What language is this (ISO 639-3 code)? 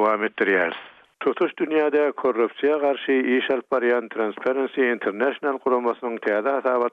tuk